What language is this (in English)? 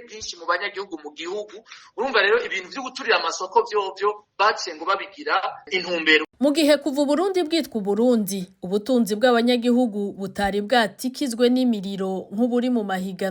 Rundi